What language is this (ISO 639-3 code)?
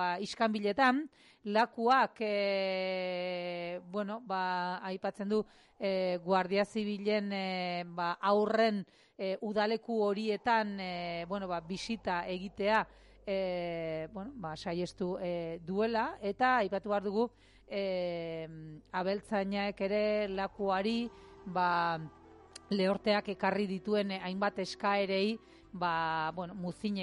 eus